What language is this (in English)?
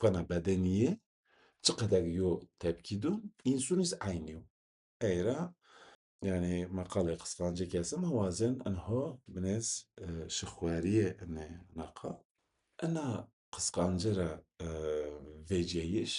Zaza